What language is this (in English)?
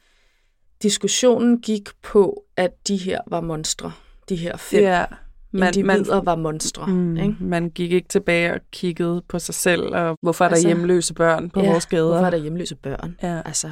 Danish